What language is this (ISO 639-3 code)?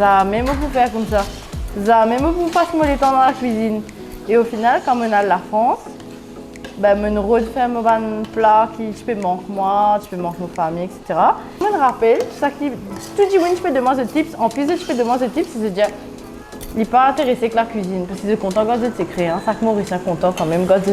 mfe